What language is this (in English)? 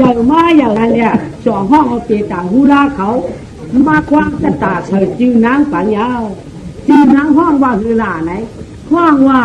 Shan